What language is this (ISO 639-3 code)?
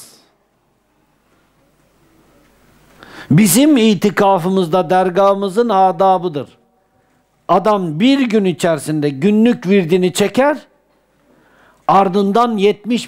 tur